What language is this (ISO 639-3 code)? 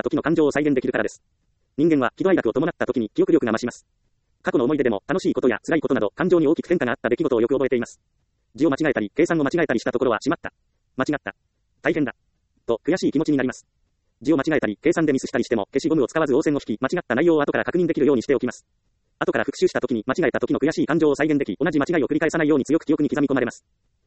jpn